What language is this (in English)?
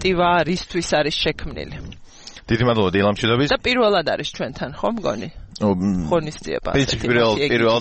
Georgian